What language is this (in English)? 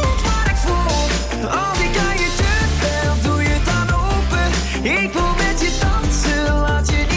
Dutch